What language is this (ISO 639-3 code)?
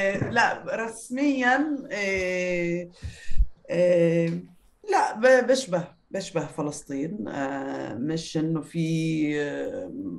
apc